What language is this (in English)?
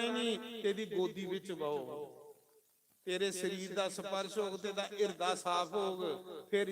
Dogri